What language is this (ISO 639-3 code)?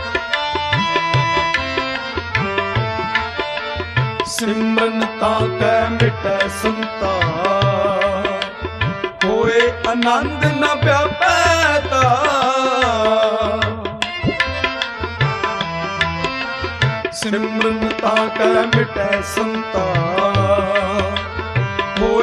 pan